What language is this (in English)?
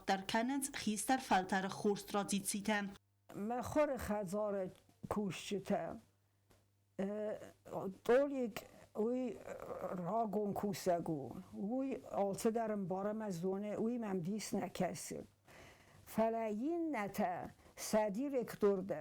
Ossetic